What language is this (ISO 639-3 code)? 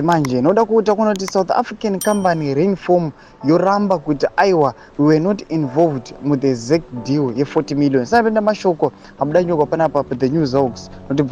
sna